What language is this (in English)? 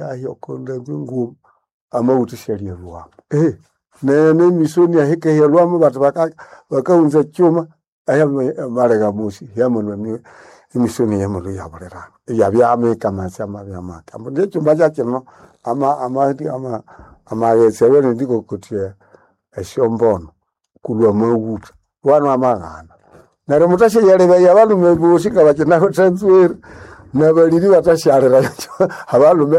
Nande